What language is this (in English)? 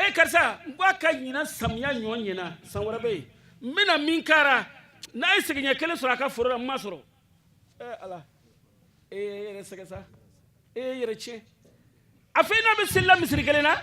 Bambara